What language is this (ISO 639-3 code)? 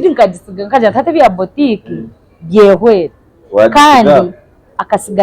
nyn